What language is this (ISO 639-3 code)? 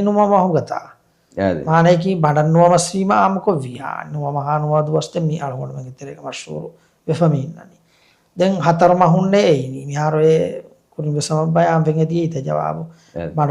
div